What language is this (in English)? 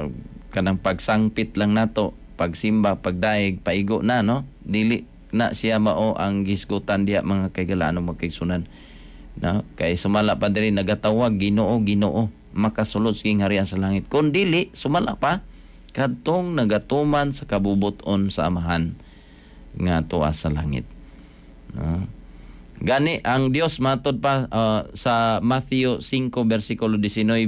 Cebuano